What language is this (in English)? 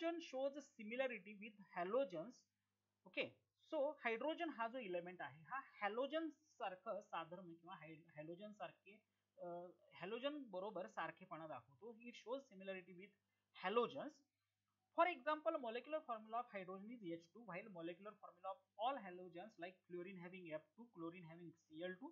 Marathi